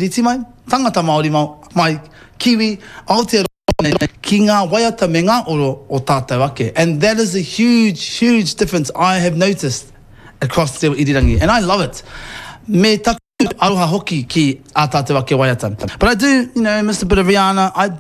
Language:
Māori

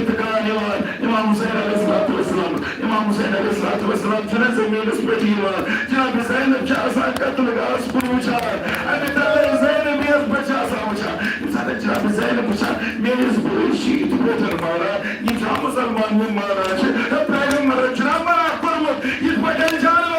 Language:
Kashmiri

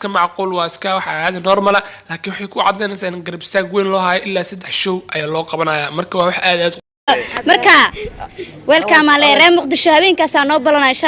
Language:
Somali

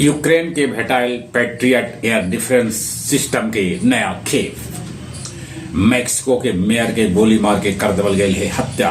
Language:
Magahi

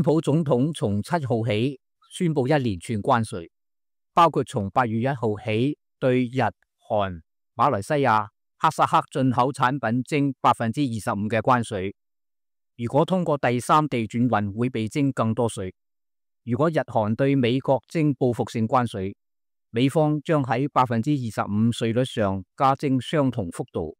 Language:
Cantonese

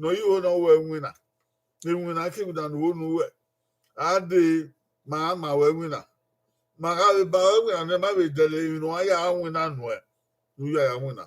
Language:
Bini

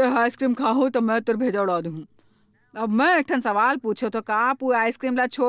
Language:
Chhattisgarhi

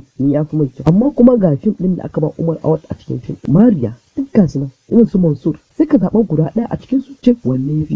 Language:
Hausa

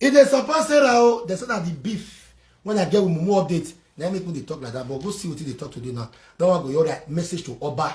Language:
Nigerian Pidgin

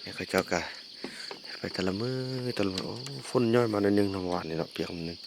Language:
Lao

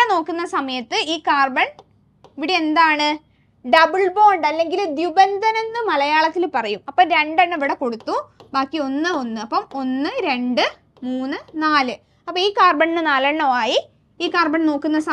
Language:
Malayalam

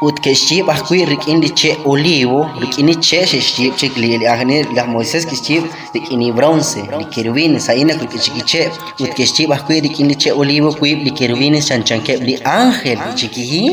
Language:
Kekchí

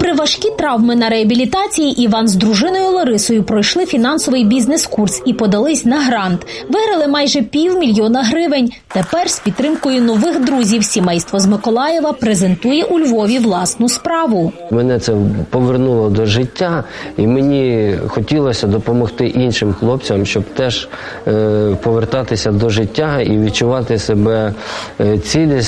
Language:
Ukrainian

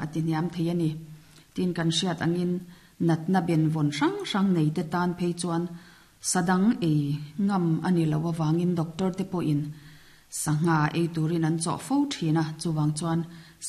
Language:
Mizo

